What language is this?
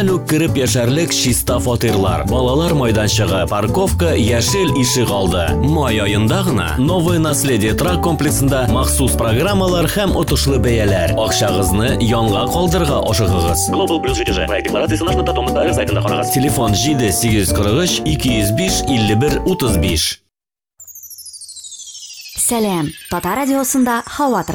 Tatar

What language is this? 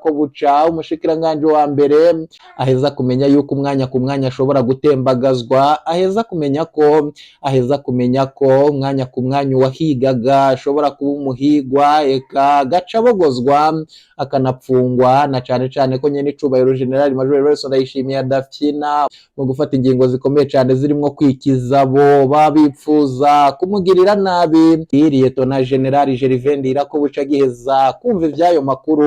Rundi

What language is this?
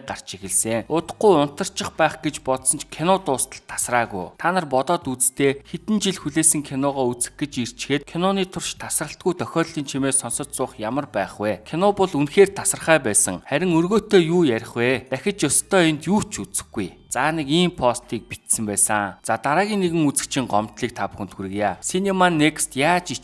Mongolian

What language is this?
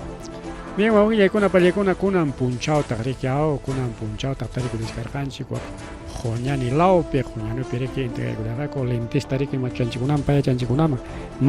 Ayacucho Quechua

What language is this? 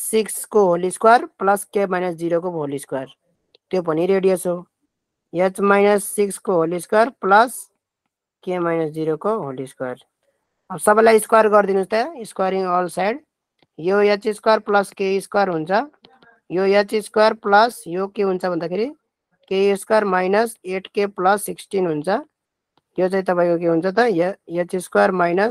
Nepali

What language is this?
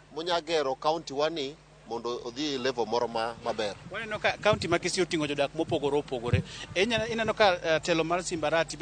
Luo (Kenya and Tanzania)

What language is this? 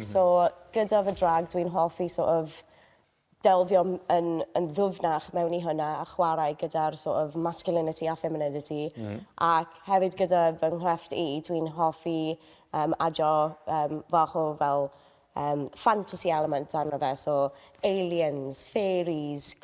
Welsh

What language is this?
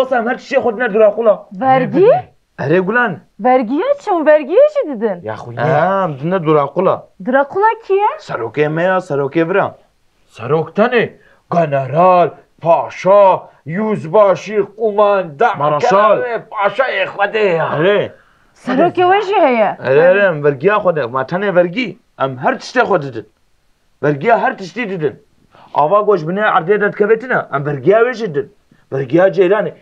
Kurdish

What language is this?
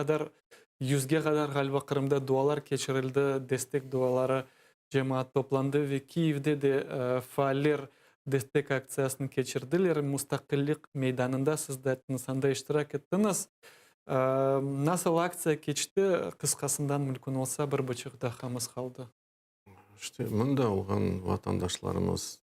Crimean Tatar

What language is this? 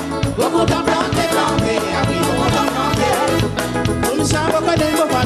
Réunion Creole French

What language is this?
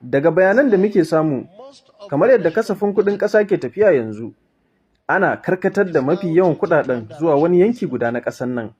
Hausa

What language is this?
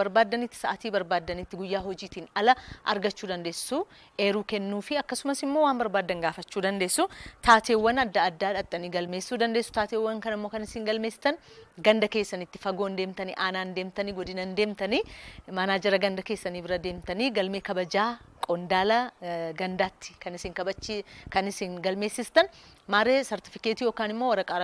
Oromo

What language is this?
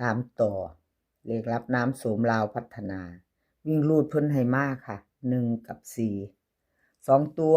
Northeastern Thai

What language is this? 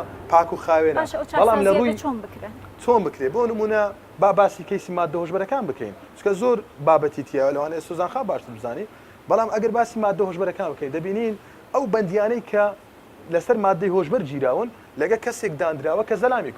Central Kurdish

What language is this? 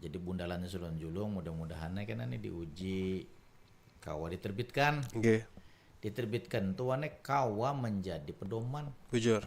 Banjar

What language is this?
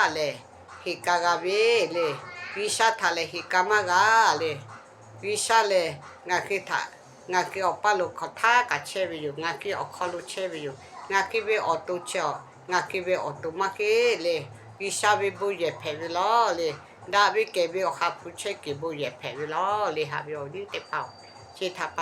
Lahu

